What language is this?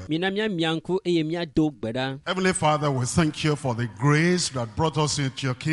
Ewe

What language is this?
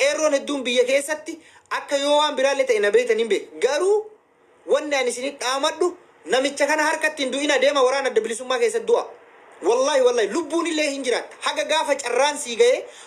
Oromo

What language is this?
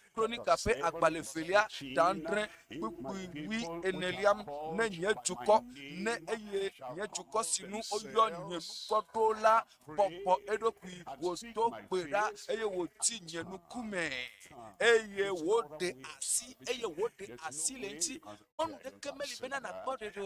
Ewe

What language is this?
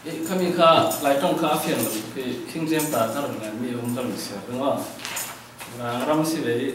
Falam Chin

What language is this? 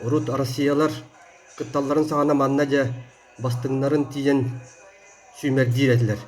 Yakut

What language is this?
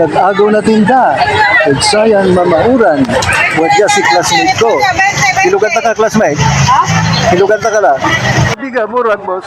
Pangasinan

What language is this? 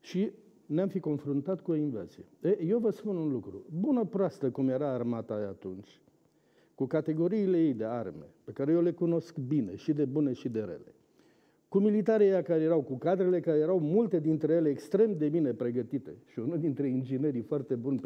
Romanian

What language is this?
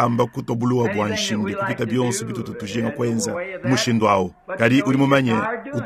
Luba-Lulua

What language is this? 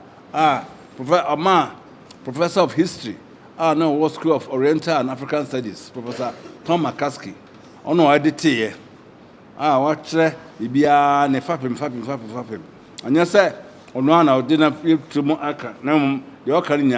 Akan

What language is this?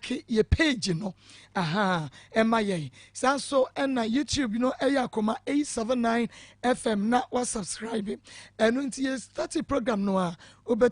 Akan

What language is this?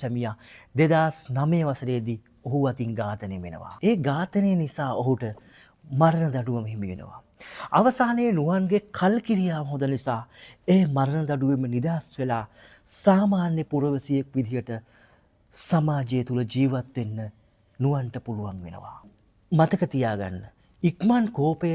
Sinhala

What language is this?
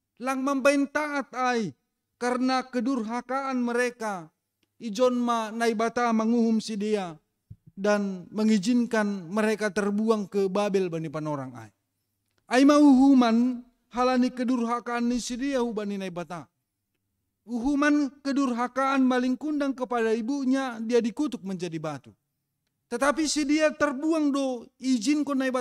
Batak Simalungun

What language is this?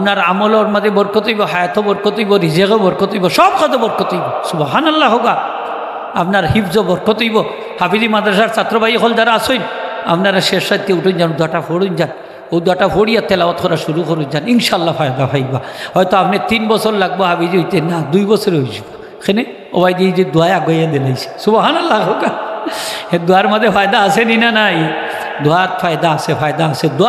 Sylheti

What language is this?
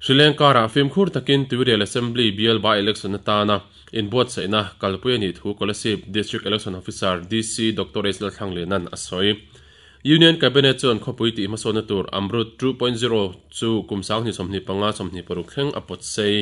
Mizo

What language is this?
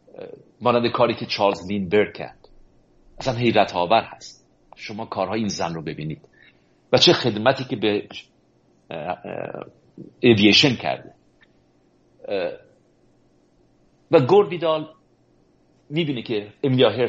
Persian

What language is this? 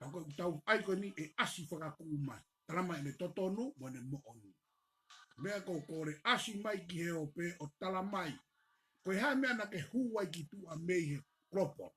Tongan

